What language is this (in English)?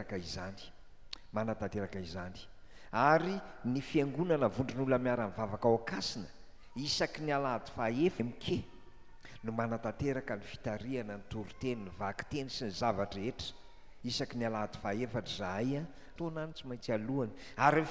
Malagasy